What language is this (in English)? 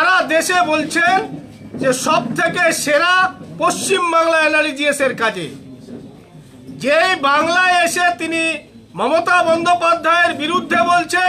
Bangla